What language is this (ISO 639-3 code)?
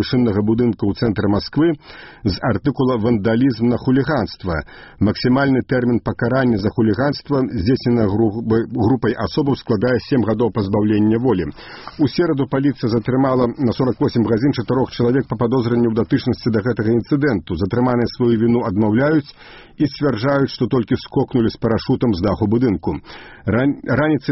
bel